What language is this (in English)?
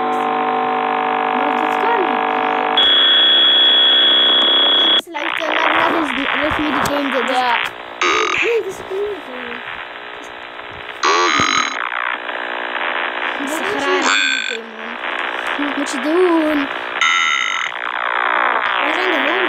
Dutch